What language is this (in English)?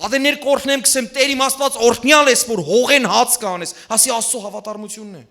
Western Armenian